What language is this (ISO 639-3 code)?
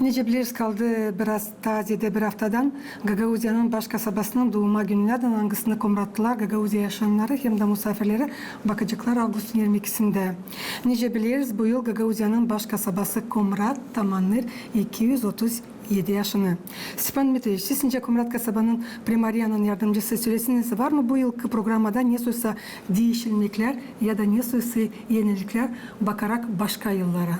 gag